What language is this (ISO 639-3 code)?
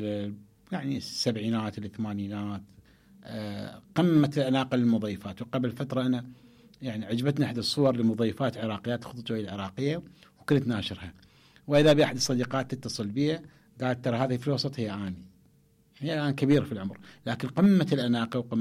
acm